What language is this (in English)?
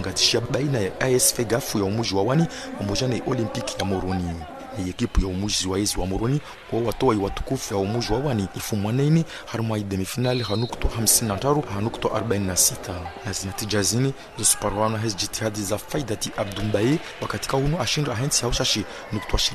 Ngazidja Comorian